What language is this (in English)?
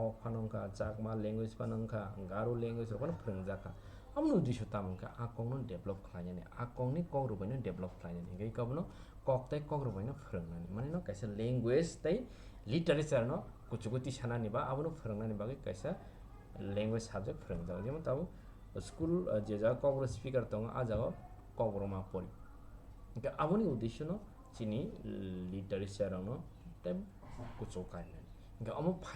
Kok Borok